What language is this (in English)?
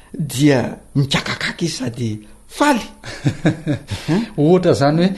Malagasy